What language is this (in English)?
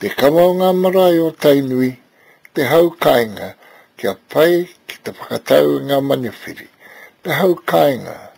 Māori